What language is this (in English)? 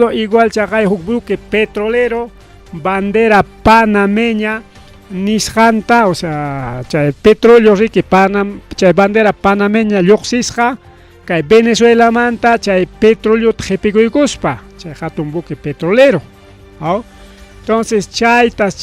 Ayacucho Quechua